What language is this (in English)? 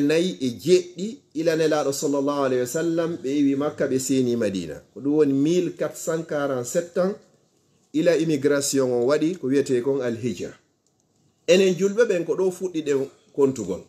Fula